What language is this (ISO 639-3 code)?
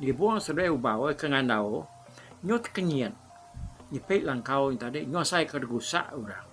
iba